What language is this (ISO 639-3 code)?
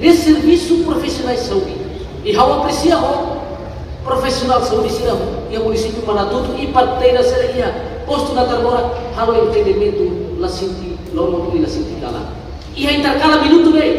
tet